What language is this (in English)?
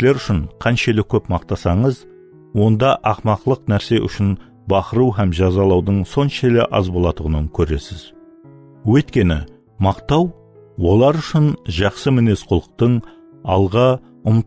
Kara-Kalpak